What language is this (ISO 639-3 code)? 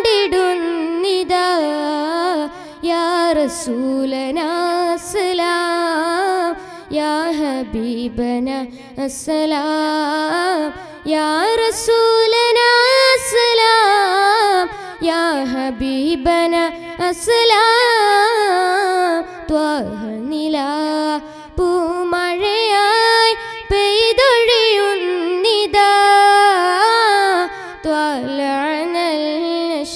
mal